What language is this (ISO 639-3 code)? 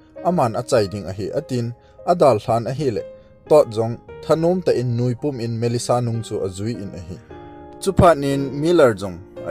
tcz